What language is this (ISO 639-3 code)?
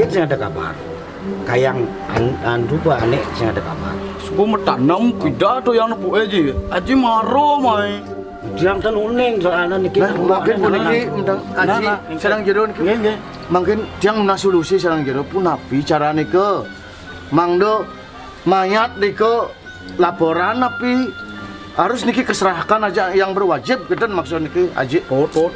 ban